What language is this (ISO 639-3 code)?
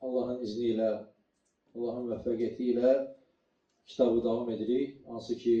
aze